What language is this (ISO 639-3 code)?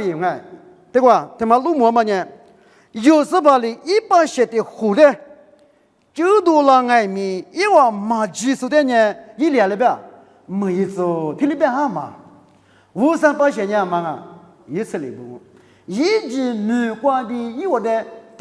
lis